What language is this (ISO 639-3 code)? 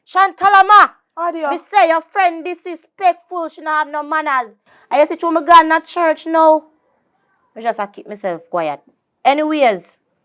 jam